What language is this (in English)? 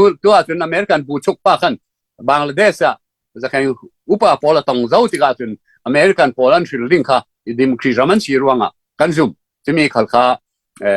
Falam Chin